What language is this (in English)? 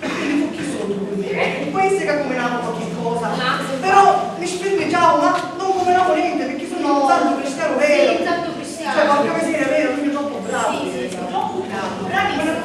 Sicilian